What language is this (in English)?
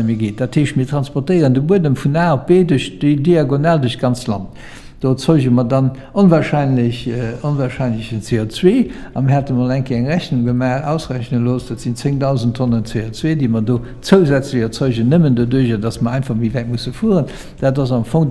Luxembourgish